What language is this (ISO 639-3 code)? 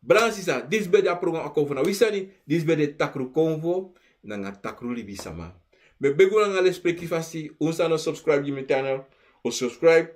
srn